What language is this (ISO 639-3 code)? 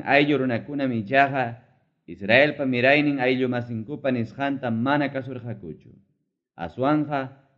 quy